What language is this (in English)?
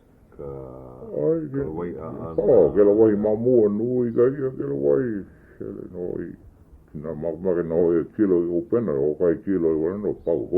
Hawaiian